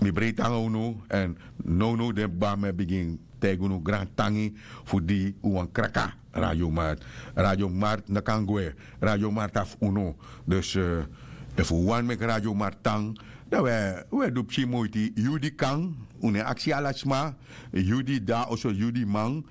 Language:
Sranan Tongo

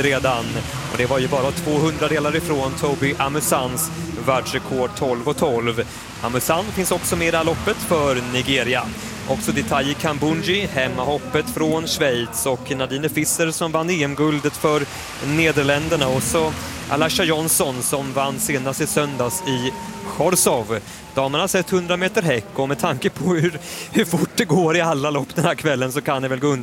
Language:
Swedish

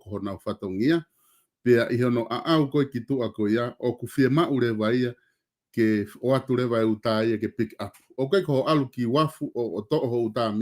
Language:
Tongan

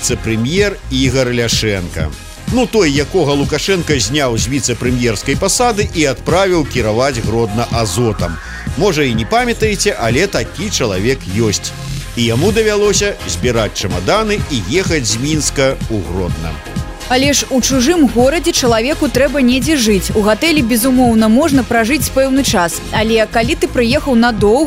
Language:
Belarusian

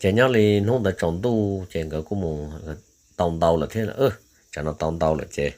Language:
Hmong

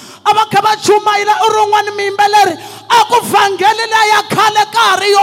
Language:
Tsonga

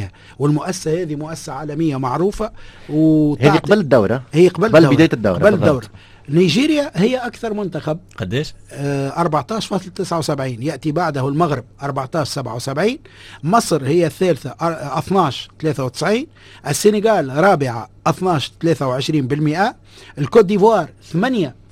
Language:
Tunisian Arabic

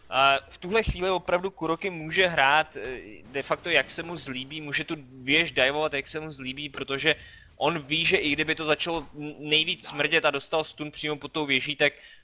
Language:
Czech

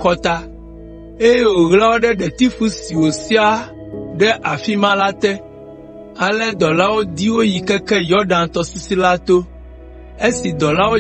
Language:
Ewe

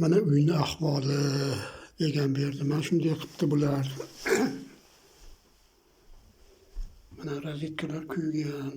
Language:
Uzbek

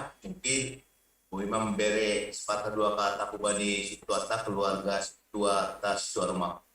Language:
Batak Simalungun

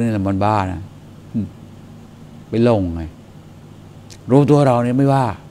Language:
Thai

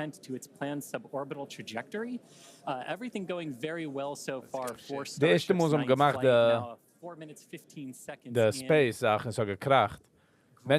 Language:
Yiddish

